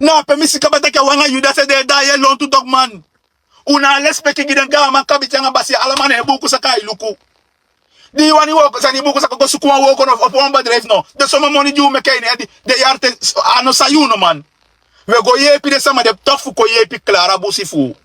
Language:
Sranan Tongo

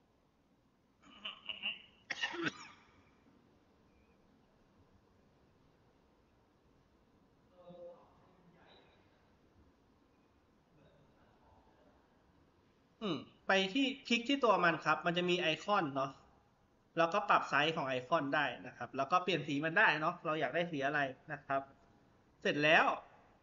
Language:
Thai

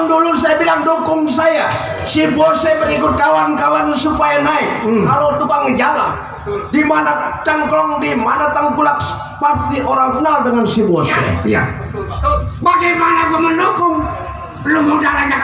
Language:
Betawi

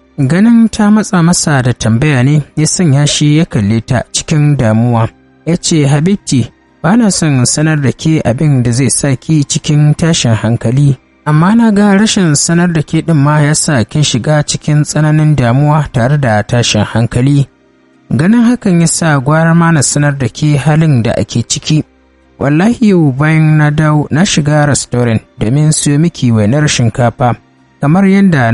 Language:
Hausa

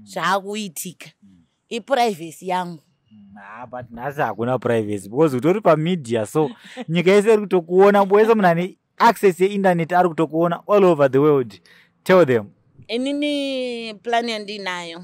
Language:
Shona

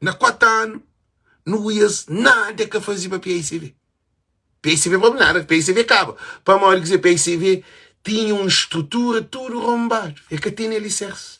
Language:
Kabuverdianu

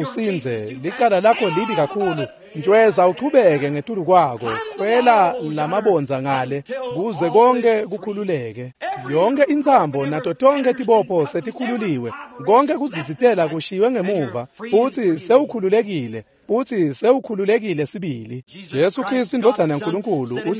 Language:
Swati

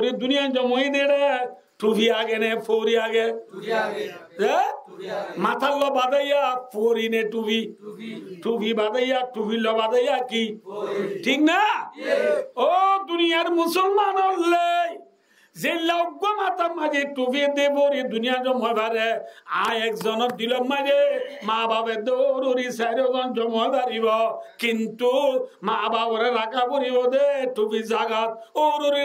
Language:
Rohingya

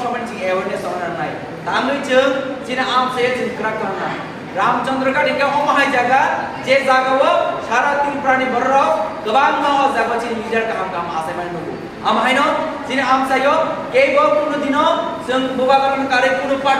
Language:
Kok Borok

